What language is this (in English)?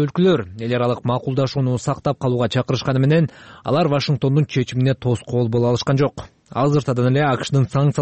Kyrgyz